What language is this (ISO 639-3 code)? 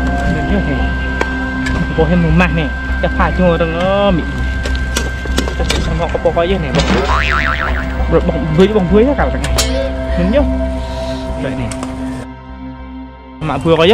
vie